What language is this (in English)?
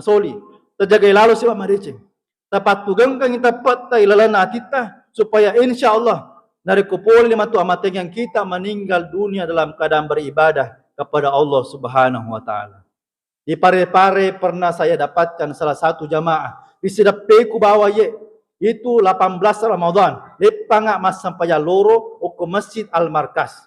Buginese